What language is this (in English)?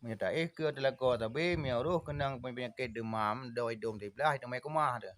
Achinese